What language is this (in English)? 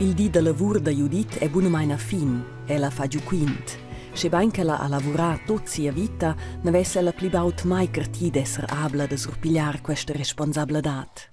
Romansh